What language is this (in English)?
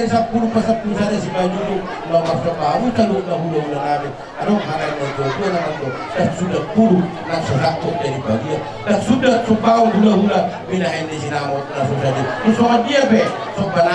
Batak Toba